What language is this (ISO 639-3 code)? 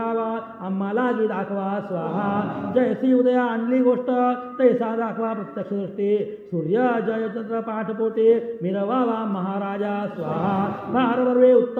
mar